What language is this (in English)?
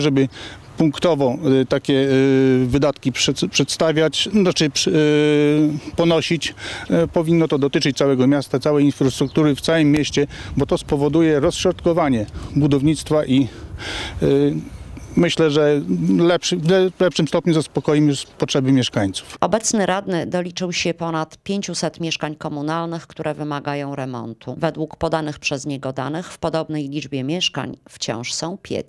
Polish